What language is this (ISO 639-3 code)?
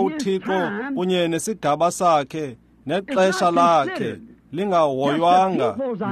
xho